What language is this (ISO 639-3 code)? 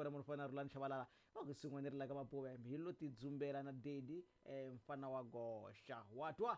tso